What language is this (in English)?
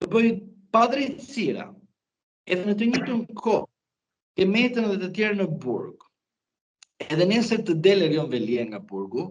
Albanian